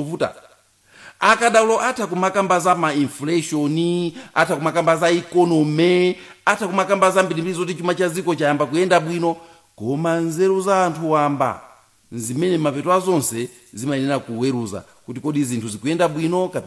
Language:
Nyanja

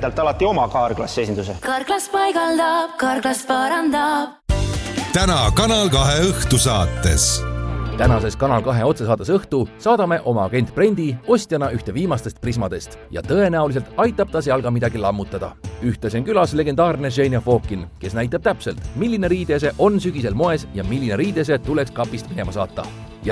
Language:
Estonian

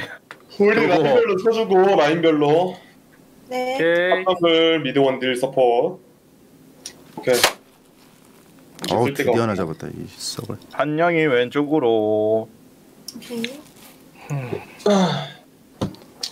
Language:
Korean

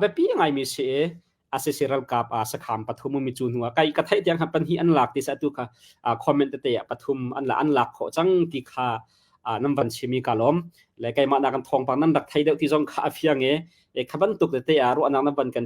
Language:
Hakha Chin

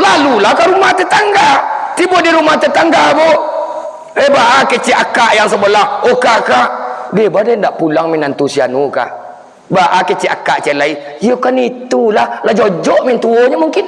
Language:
Minangkabau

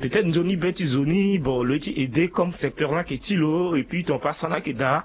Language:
Sango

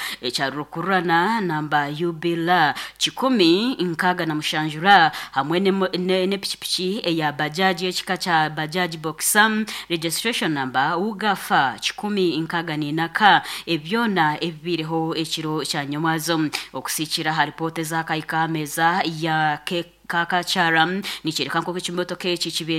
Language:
Nyankole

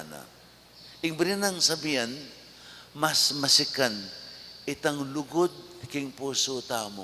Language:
Pampanga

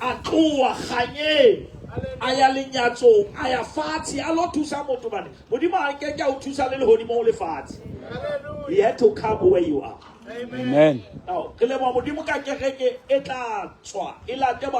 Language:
Southern Sotho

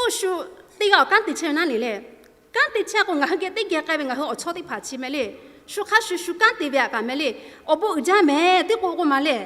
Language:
Lahu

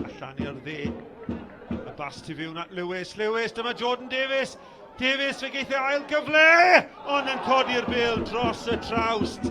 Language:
Welsh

